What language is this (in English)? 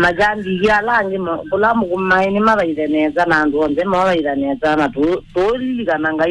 Kamba